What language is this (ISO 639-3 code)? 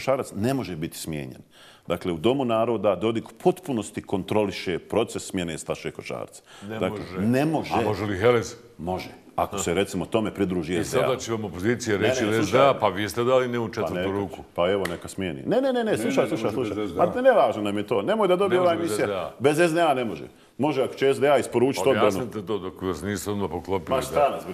bos